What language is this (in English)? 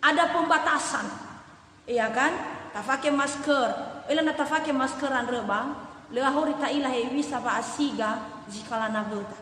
Nias